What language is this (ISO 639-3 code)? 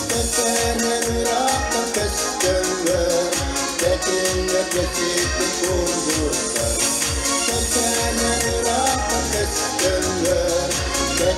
sah